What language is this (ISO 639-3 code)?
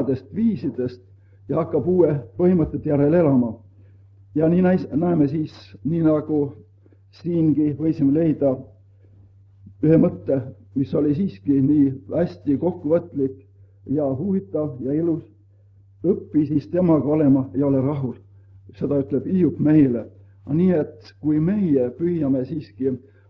est